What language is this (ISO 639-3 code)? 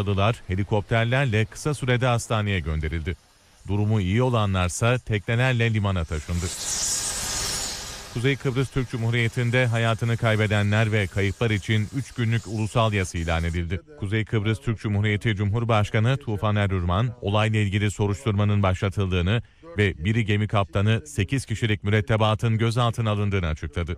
tur